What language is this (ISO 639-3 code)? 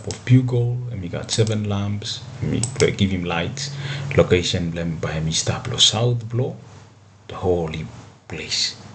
bis